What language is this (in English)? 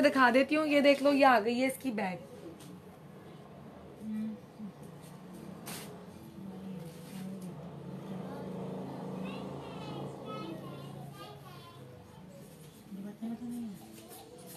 Hindi